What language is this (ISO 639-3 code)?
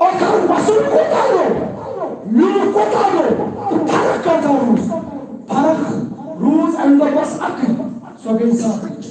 kas